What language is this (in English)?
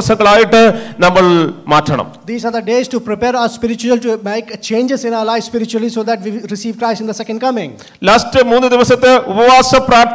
Malayalam